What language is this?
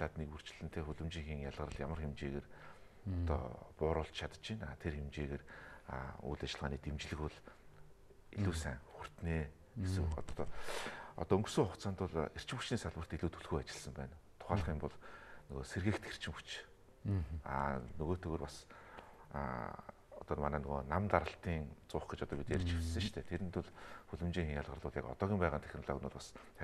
Mongolian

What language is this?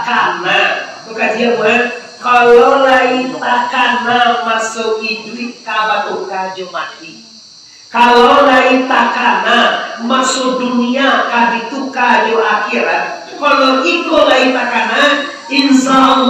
Minangkabau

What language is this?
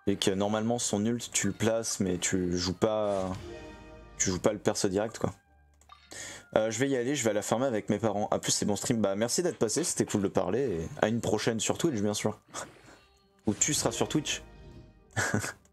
French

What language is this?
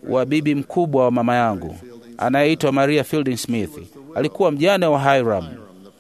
Swahili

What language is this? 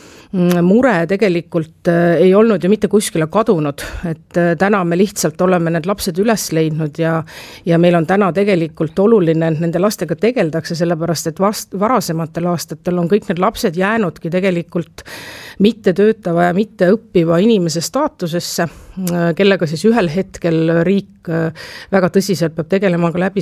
Estonian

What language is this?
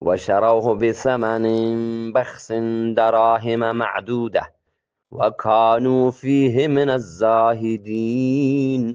Eastern Balochi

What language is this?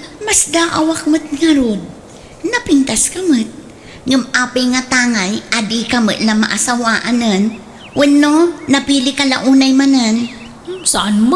Iloko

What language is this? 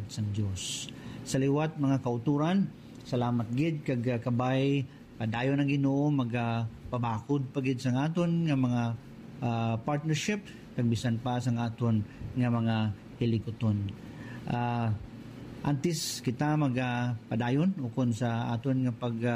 Hiligaynon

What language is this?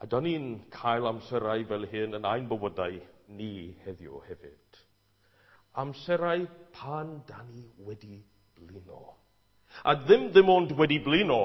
Welsh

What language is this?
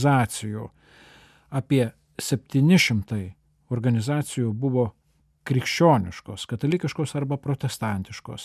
Lithuanian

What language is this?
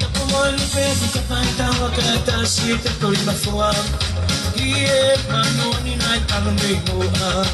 Tongan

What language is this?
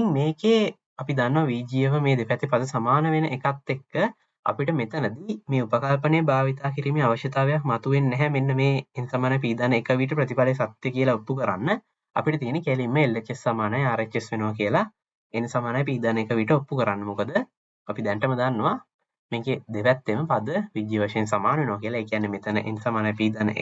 Sinhala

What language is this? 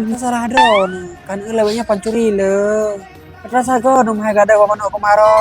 Achinese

